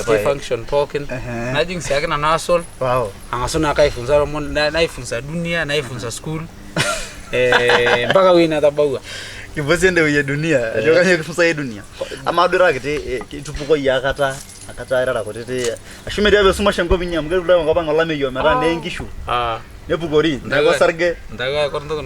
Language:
Masai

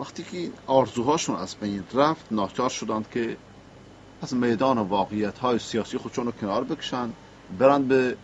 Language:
Persian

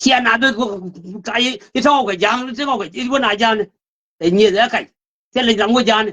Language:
Nuer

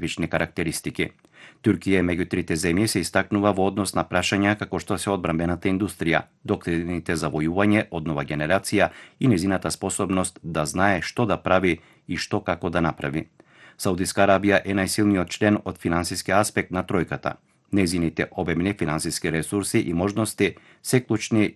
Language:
Macedonian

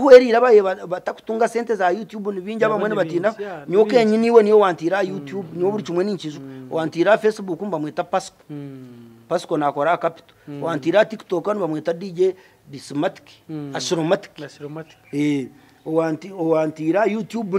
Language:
Nyankole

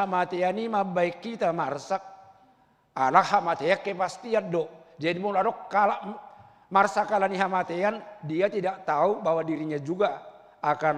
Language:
Batak Toba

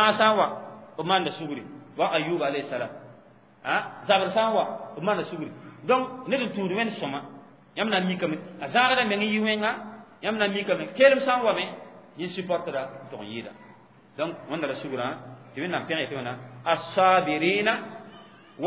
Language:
Mossi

